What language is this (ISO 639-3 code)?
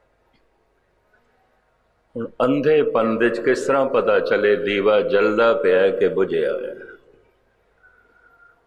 pan